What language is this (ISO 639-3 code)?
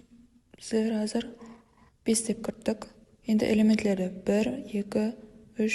kaa